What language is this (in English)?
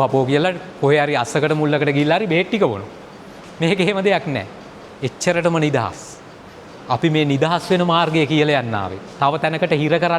Sinhala